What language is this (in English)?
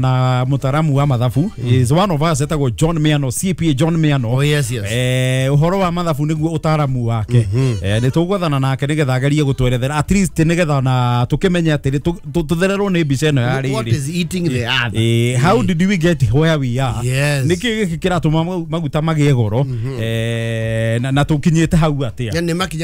Kikuyu